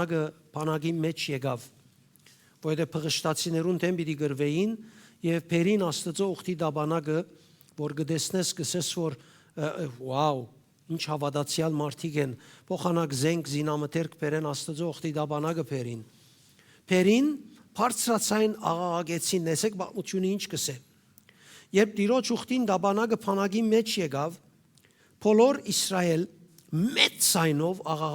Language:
Western Armenian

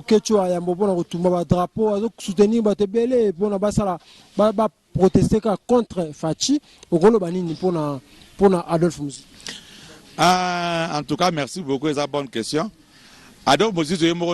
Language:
Lingala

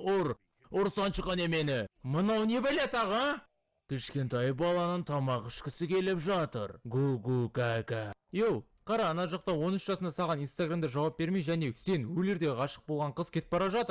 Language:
Kazakh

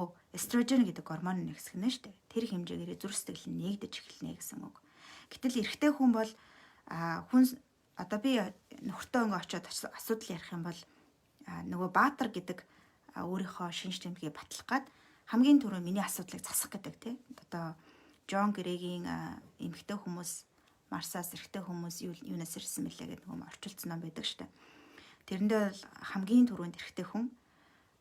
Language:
Mongolian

